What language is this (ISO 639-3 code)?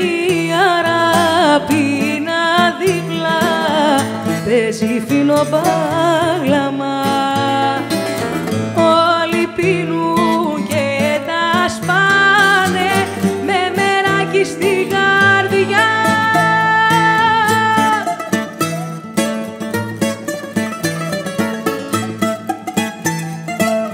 ell